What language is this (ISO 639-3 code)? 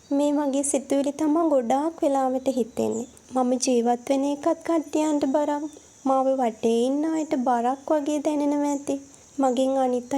sin